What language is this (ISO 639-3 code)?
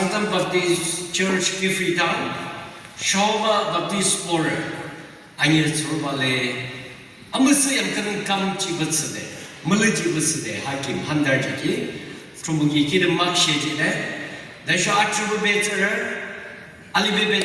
yim